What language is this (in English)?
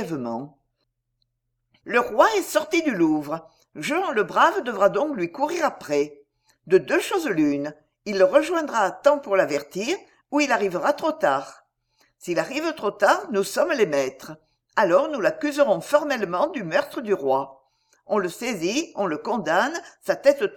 French